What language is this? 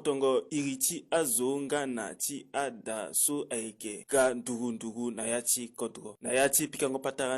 Sango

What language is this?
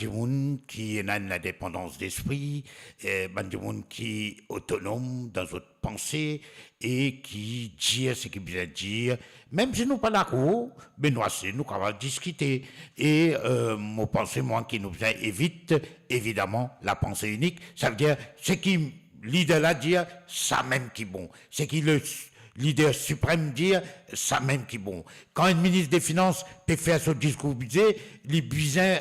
Morisyen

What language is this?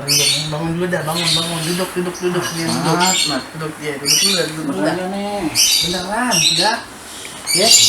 Betawi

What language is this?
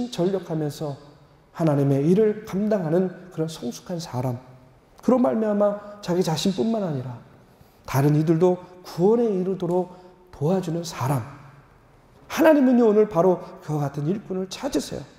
Korean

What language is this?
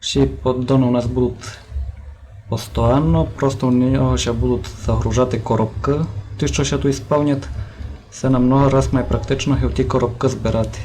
Rusyn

